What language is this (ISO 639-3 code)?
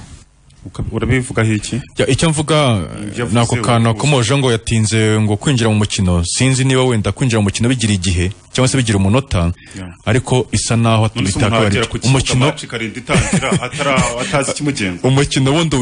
kin